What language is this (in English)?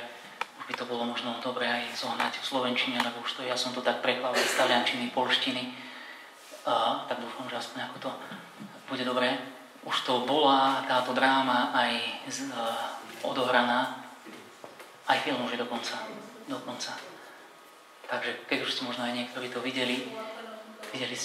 Slovak